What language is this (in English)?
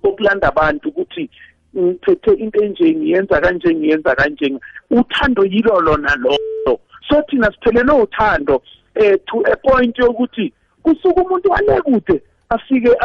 South Ndebele